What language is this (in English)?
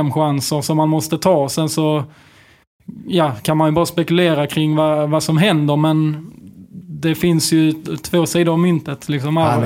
Swedish